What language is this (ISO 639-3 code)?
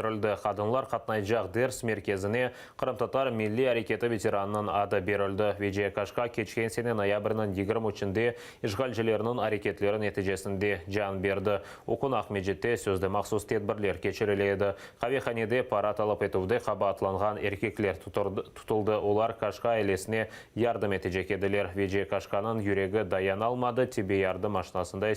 crh